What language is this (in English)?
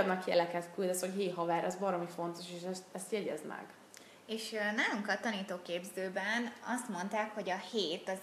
Hungarian